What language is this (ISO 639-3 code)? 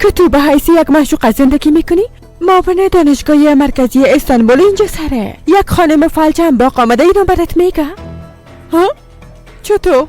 fas